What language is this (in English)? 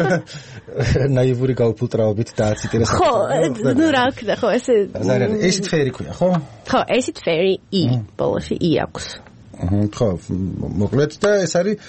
Georgian